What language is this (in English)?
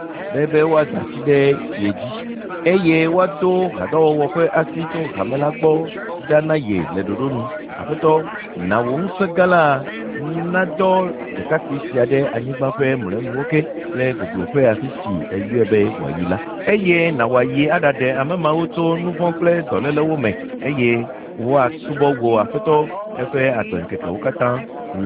Ewe